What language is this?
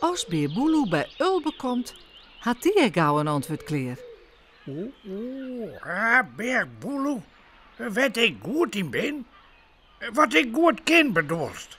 Western Frisian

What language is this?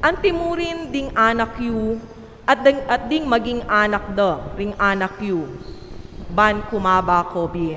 Pampanga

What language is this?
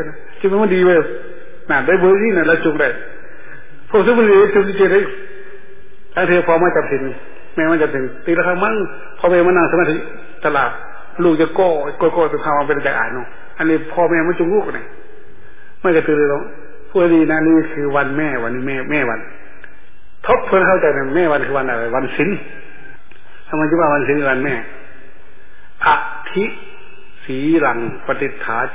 Thai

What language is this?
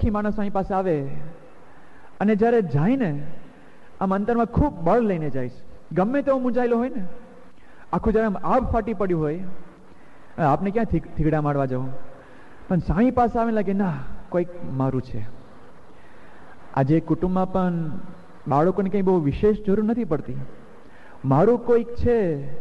Gujarati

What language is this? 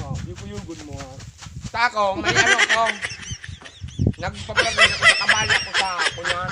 Bikol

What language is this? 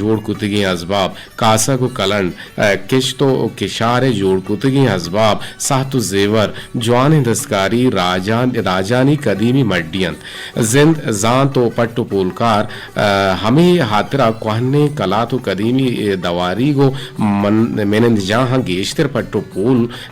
Eastern Balochi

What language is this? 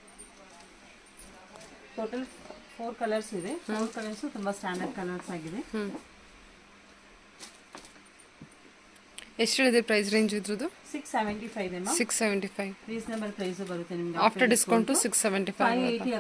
Kannada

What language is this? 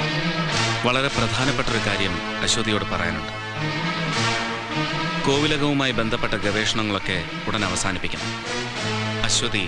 Malayalam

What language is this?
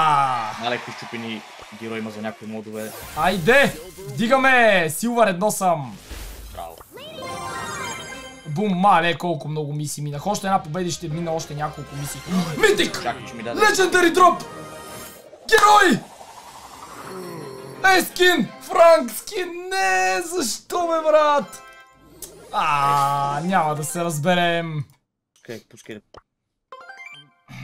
Bulgarian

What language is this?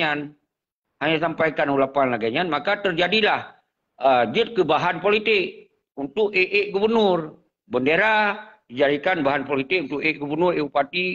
Achinese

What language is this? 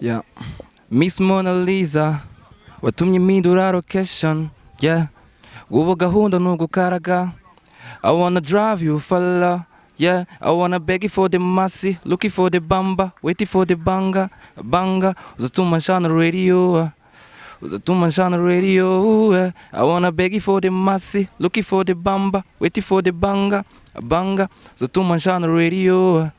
Kinyarwanda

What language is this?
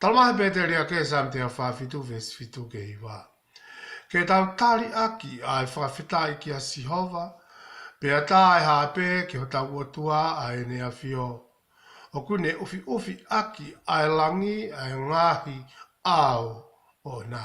Tongan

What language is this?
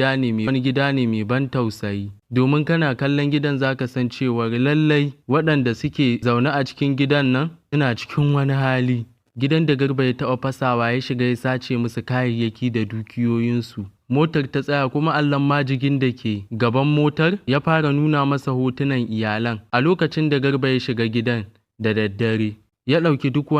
Hausa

